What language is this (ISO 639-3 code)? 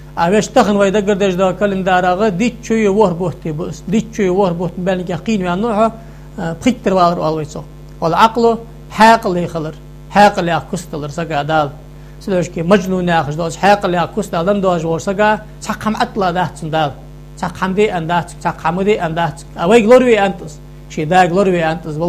inh